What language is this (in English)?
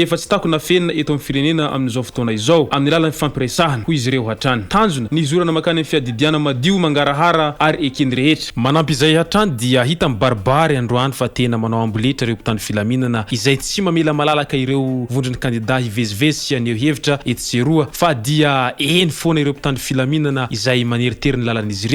Malagasy